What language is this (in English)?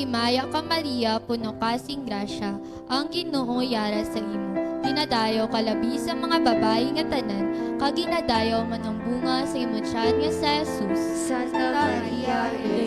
Hiligaynon